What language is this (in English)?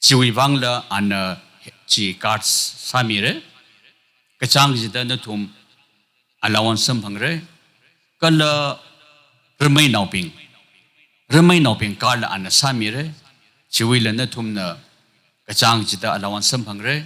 Tangkhul Naga (India)